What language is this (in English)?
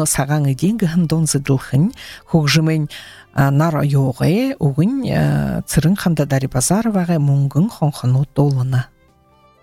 Buriat